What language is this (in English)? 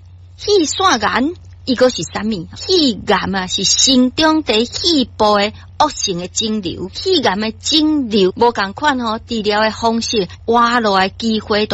Min Nan Chinese